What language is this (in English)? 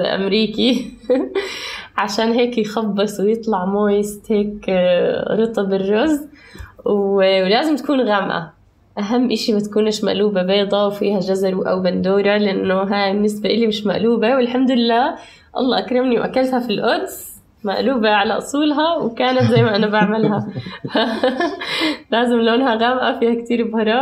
North Levantine Arabic